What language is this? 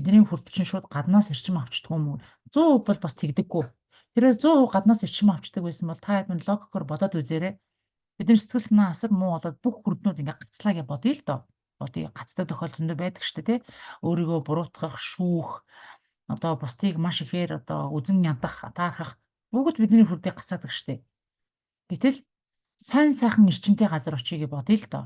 Mongolian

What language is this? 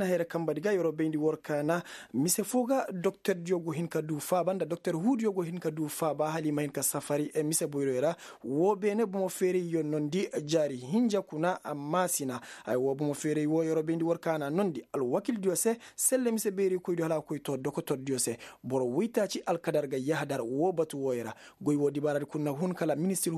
Koyraboro Senni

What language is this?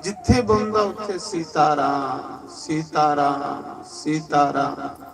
Dogri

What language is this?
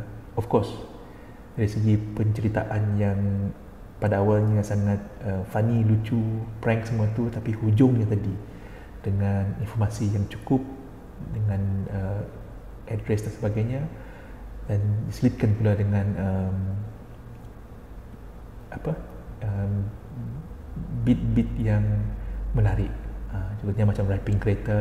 Malay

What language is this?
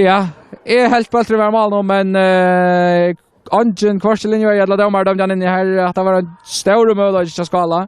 Faroese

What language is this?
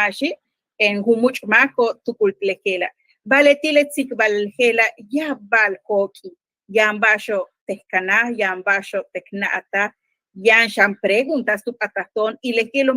Yucateco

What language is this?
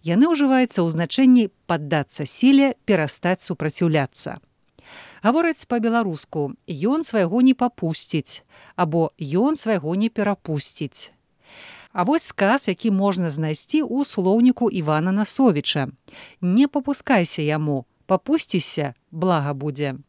Belarusian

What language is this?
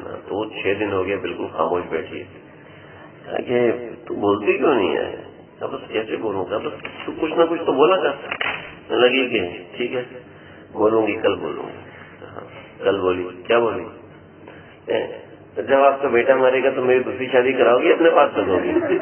Urdu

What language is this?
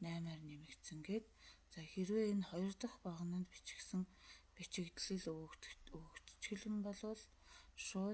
Mongolian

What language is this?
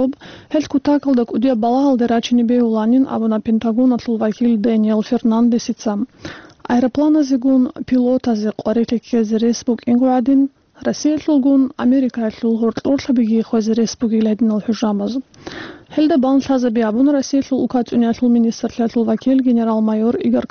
Avaric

